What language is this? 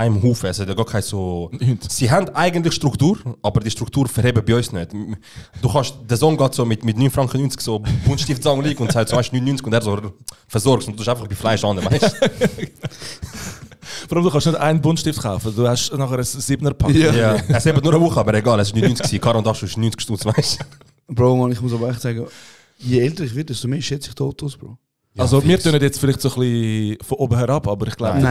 Swiss German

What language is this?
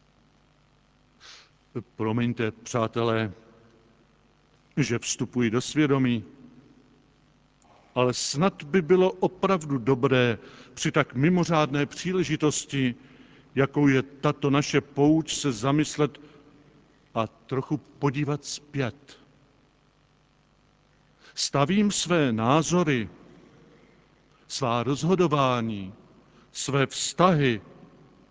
Czech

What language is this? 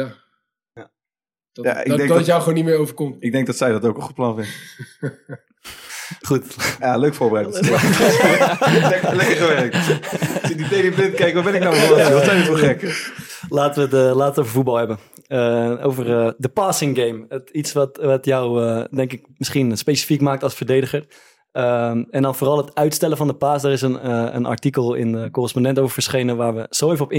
Dutch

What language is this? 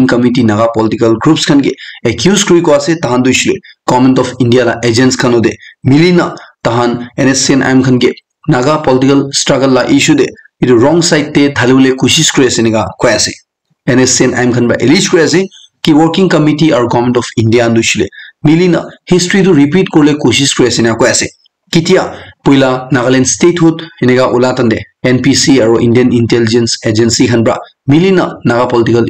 Naga Pidgin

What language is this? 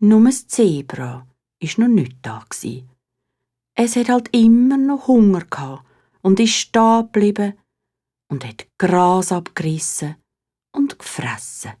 Swiss German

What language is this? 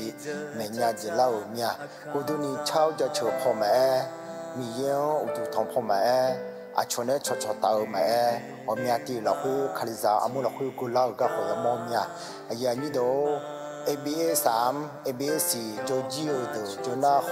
Akha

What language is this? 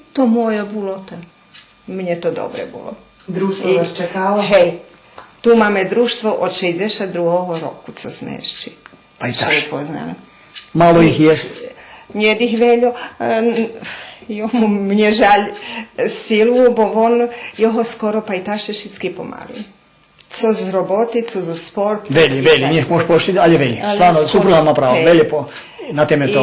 Rusyn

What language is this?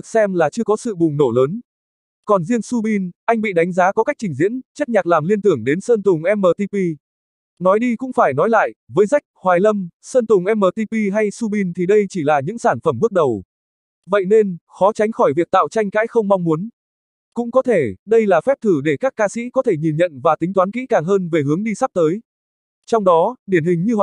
Vietnamese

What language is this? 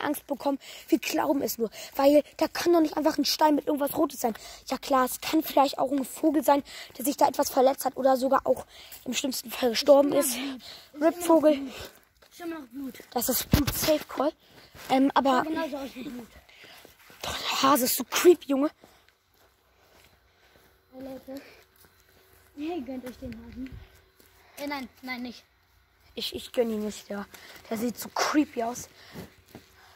German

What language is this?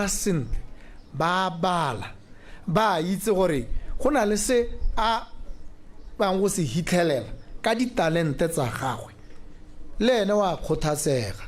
Tswana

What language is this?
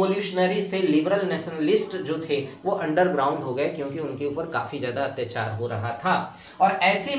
Hindi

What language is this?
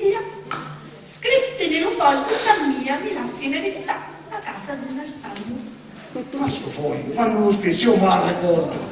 Sicilian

